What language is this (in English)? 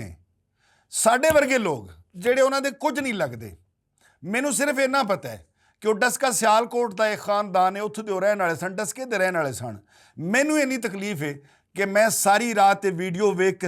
Western Panjabi